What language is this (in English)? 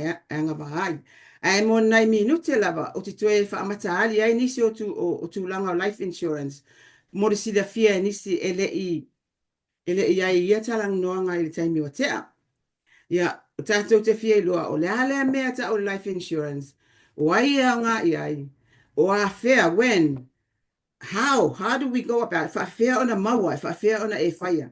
Samoan